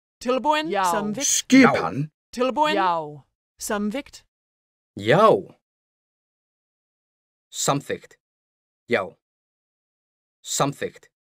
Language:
Icelandic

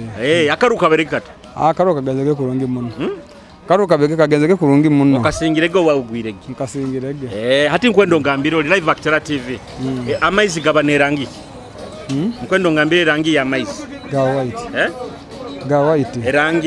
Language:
Nyoro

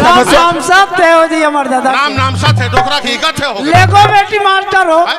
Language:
Chhattisgarhi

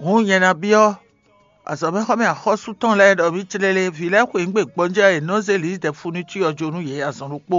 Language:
Fon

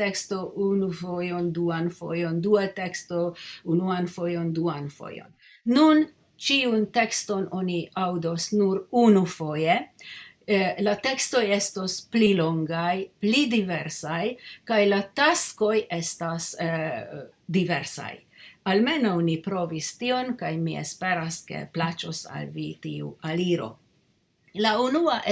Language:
Esperanto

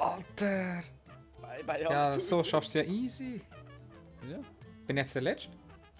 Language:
Swiss German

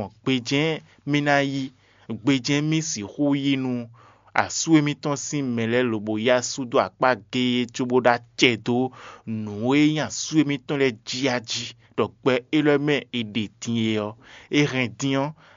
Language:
Fon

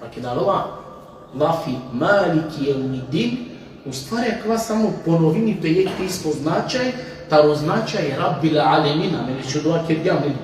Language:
Balkan Romani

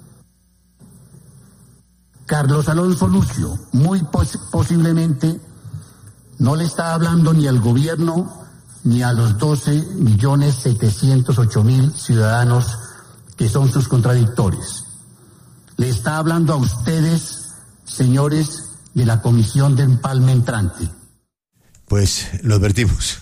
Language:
Spanish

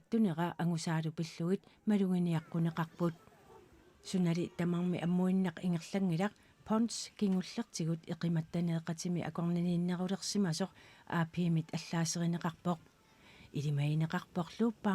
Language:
Kalaallisut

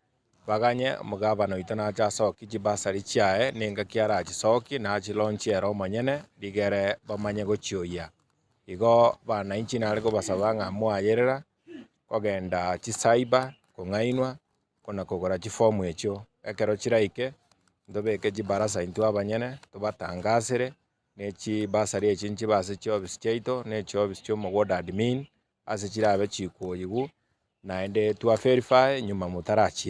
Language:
Gusii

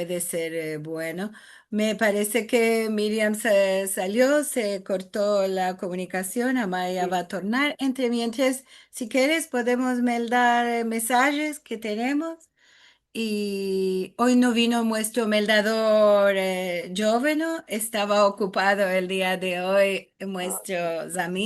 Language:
Ladino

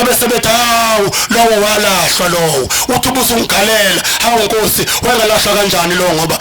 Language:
Zulu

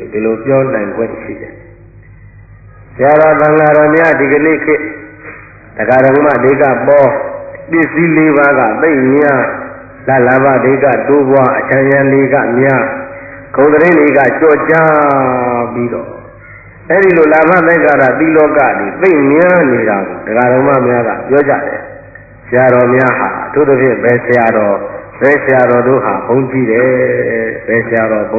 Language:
Burmese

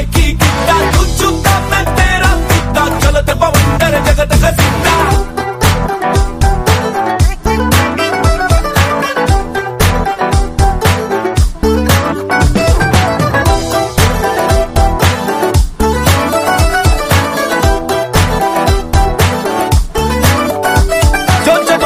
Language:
Hindi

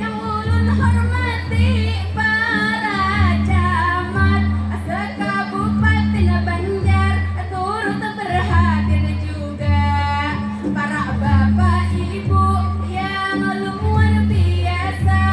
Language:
Banjar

